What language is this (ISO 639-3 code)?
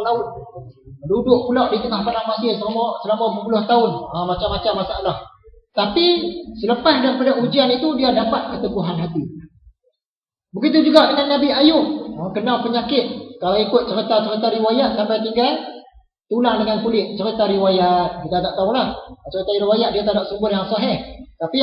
msa